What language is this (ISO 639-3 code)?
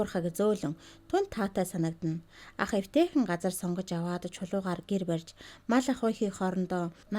mon